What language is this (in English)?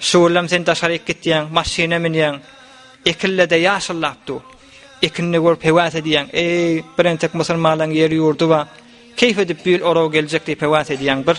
Turkmen